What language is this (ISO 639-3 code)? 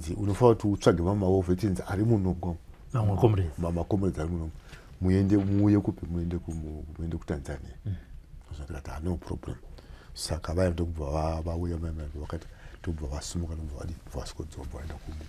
sna